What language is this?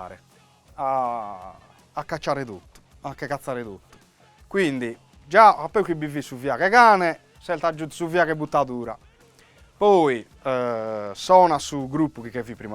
Sardinian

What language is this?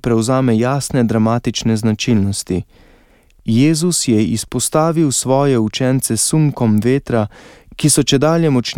Slovenian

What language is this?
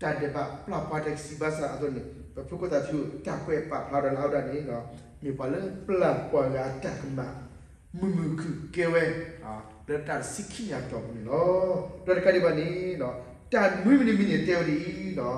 S'gaw Karen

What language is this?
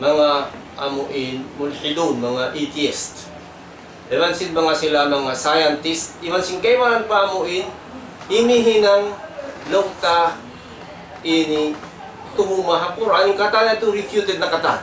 Tausug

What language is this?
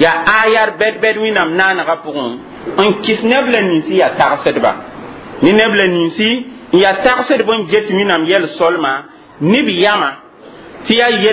Mossi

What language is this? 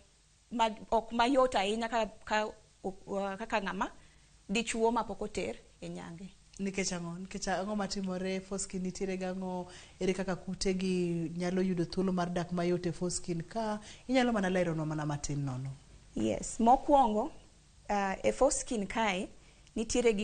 Luo (Kenya and Tanzania)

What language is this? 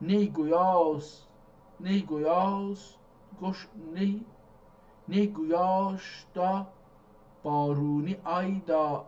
South Azerbaijani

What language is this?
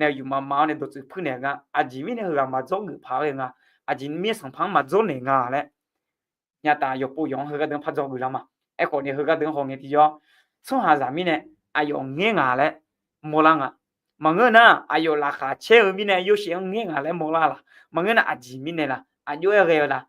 Akha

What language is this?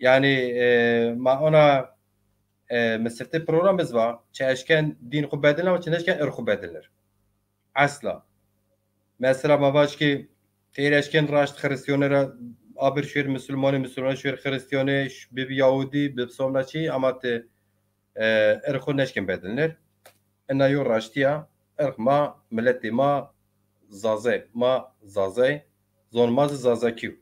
Zaza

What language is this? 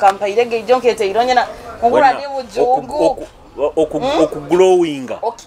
Nyoro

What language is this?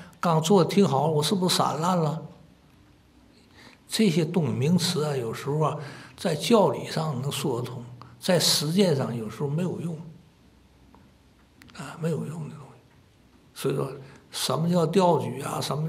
Chinese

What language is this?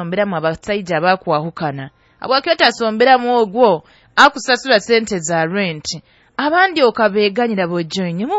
Nyoro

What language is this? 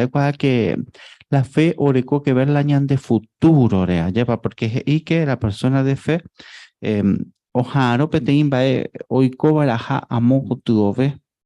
Guarani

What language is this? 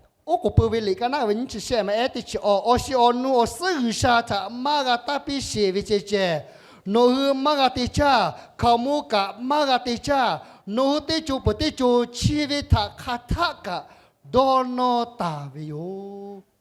Lahu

